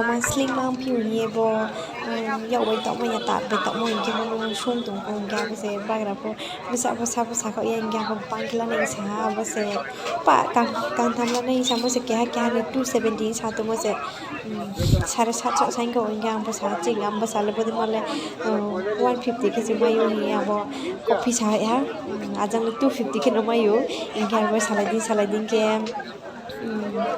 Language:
Riang (India)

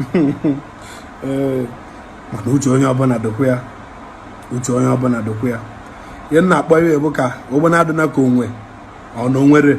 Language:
Igbo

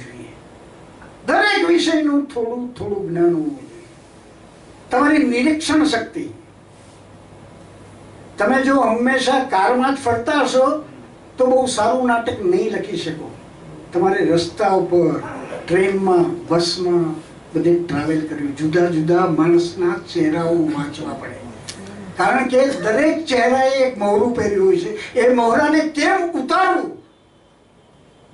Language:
Gujarati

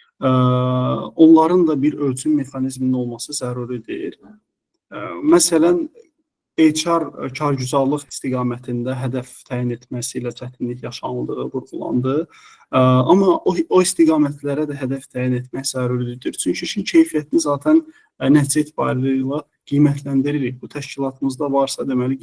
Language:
Azerbaijani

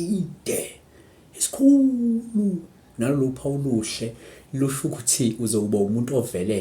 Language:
Zulu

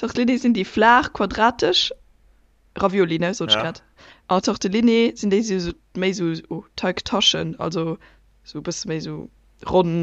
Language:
Luxembourgish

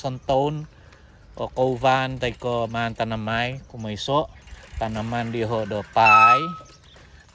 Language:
Central Dusun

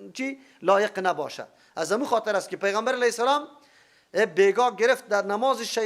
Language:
Persian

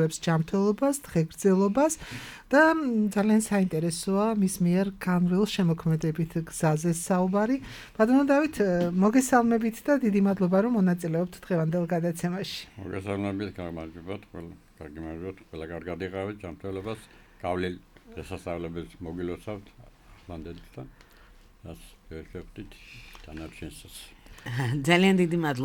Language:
Georgian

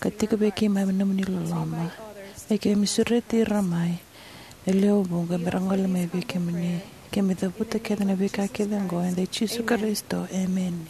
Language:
Fijian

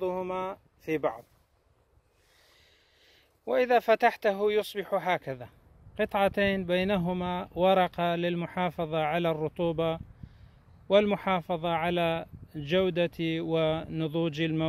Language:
Arabic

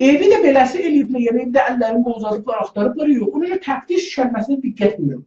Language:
South Azerbaijani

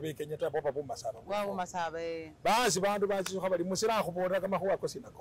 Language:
Masaaba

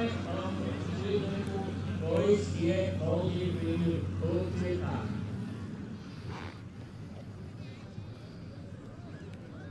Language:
German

